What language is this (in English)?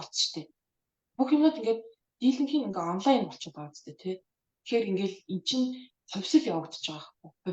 Mongolian